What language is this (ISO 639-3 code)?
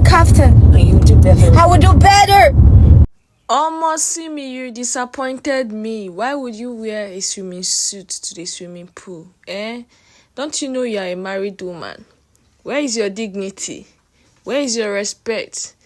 pcm